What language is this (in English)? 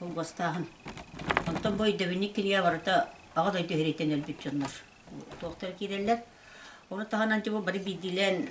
Yakut